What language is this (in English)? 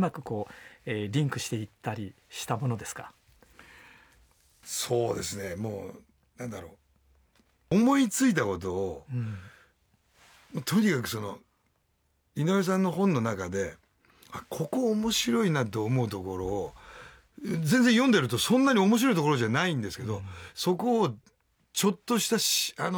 Japanese